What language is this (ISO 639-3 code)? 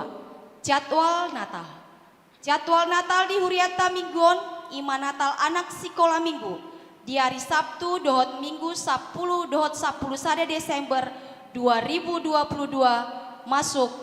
bbc